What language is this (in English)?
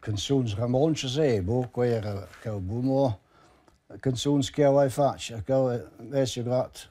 Romansh